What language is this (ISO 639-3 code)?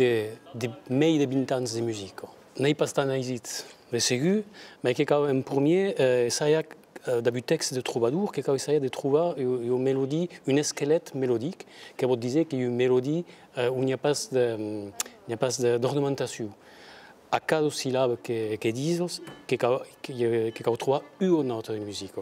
oci